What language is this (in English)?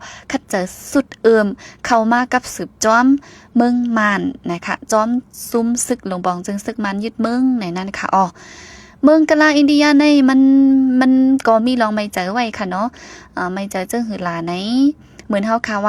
Shan